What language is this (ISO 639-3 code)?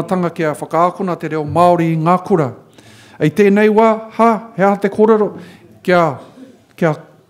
mri